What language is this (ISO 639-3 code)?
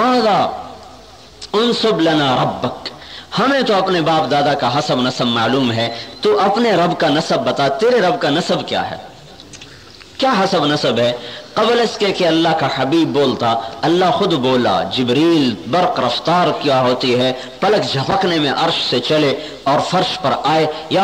urd